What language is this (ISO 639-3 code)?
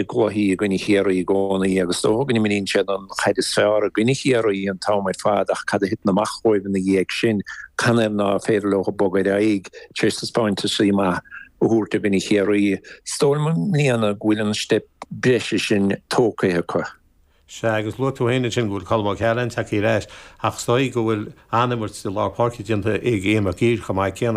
gle